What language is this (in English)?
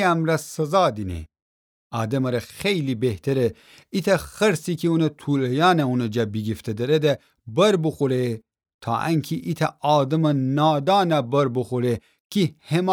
Gilaki